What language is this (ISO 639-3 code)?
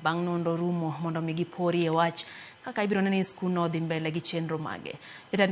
luo